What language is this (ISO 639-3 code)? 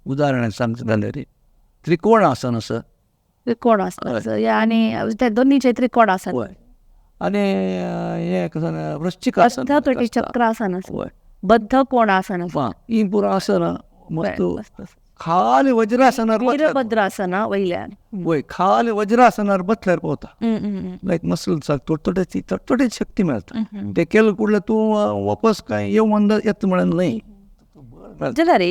kok